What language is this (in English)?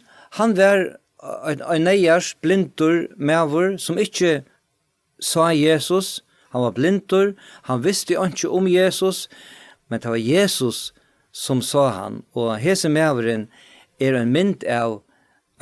Faroese